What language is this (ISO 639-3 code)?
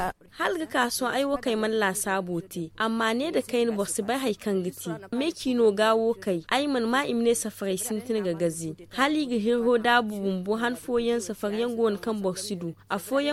dje